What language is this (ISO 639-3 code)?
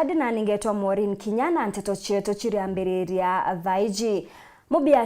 mer